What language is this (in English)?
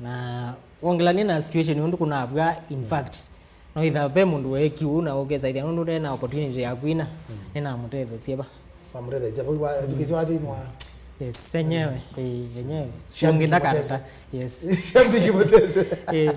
Kamba